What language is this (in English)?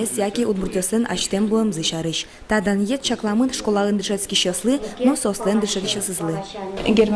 Udmurt